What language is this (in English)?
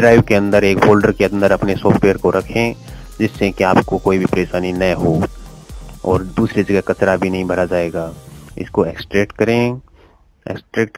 Hindi